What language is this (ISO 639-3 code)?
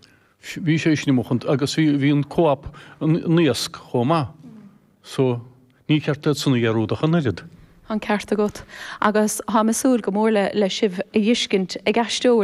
gle